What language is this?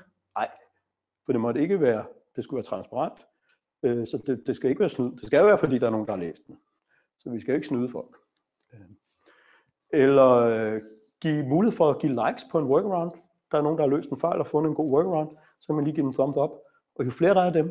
Danish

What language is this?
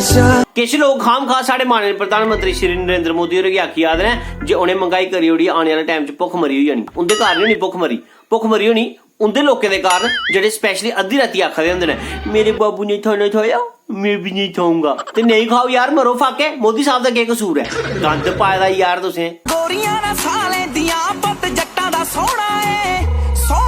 Dogri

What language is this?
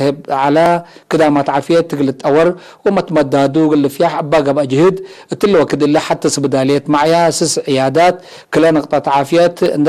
Tigre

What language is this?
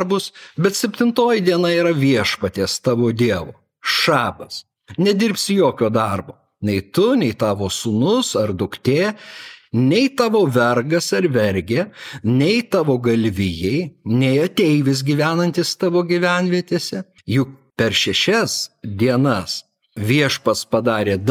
Lithuanian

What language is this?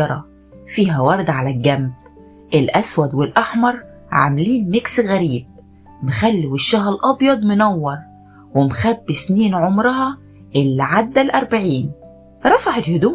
Egyptian Arabic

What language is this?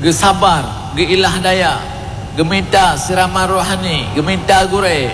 Achinese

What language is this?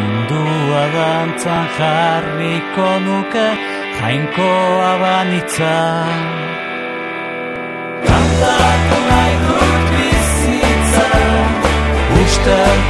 Basque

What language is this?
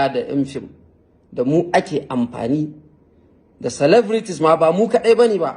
Hausa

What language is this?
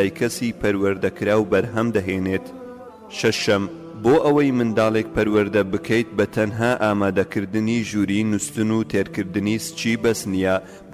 Central Kurdish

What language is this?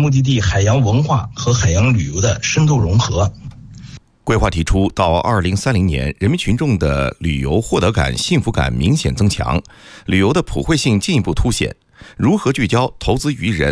Chinese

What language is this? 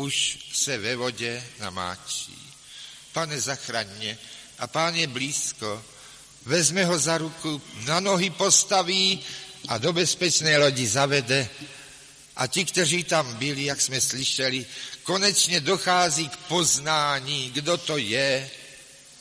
Czech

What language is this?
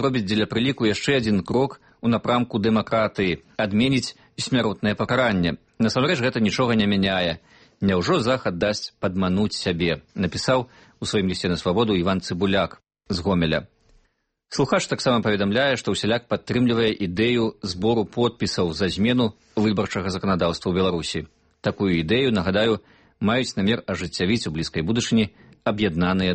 Belarusian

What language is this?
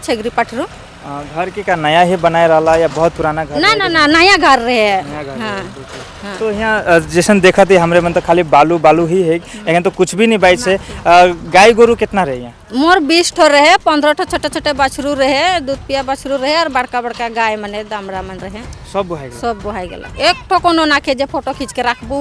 Sadri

